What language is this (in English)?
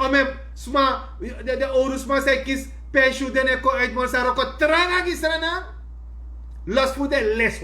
Sranan Tongo